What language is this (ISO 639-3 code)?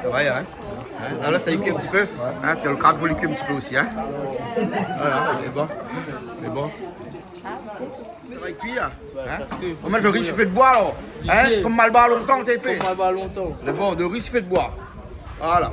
rcf